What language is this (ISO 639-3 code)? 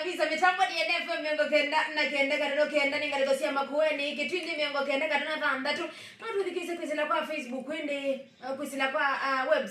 kam